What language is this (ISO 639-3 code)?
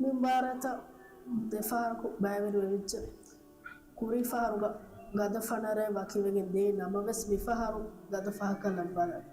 div